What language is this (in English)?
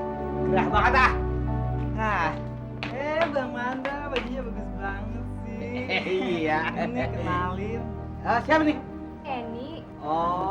Betawi